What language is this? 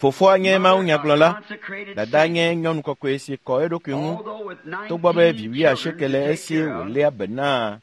Ewe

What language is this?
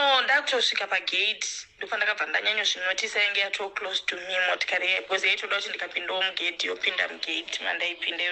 Shona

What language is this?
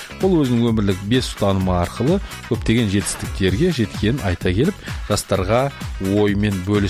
Kazakh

